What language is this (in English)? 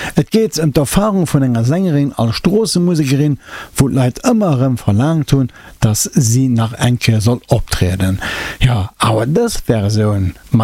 Luxembourgish